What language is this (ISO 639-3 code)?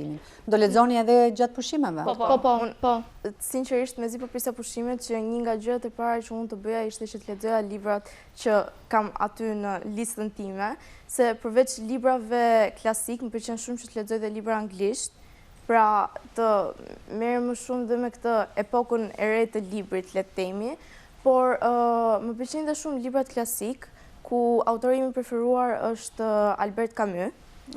sqi